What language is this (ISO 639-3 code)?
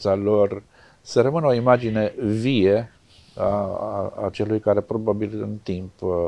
ron